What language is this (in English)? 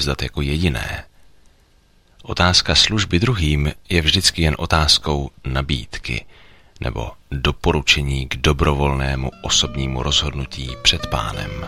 Czech